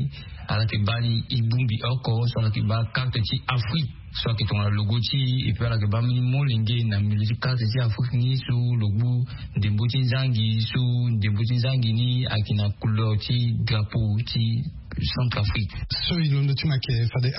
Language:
Sango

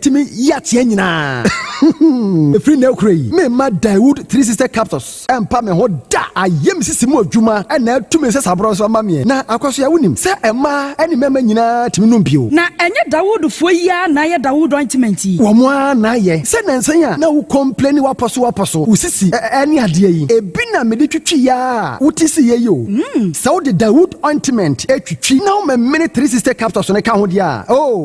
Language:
Akan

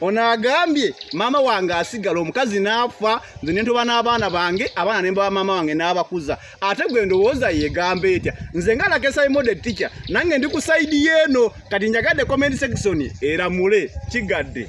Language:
Ganda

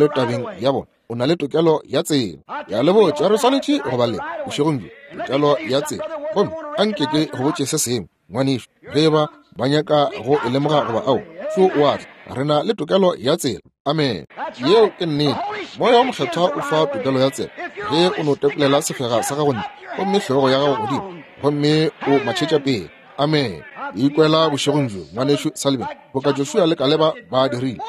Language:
Northern Sotho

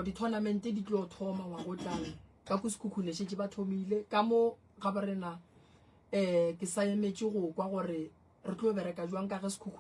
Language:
Northern Sotho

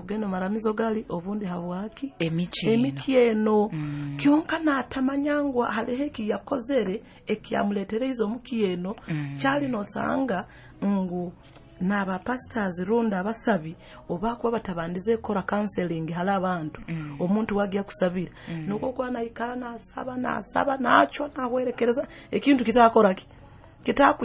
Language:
Nyoro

